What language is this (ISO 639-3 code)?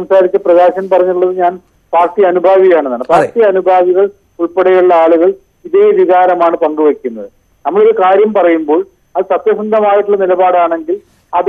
mal